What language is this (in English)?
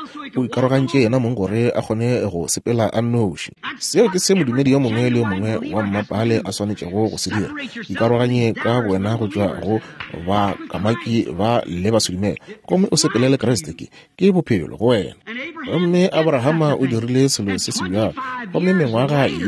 Northern Sotho